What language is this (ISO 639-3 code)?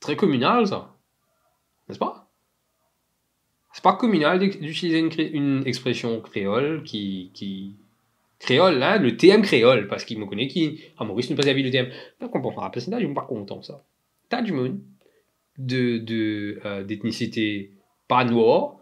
mfe